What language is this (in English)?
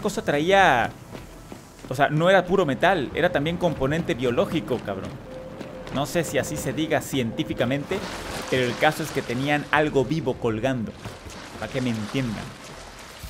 Spanish